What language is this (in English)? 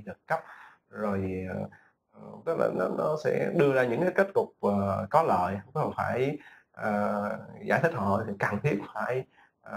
Vietnamese